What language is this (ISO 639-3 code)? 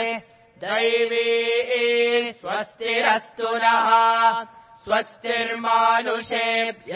san